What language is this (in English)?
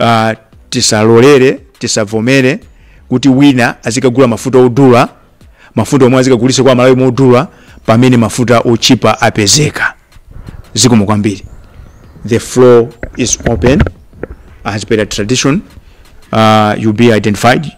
Nyanja